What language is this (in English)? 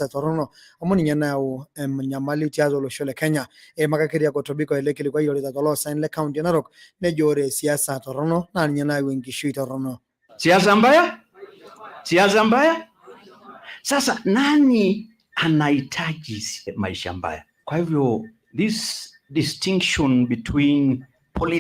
Masai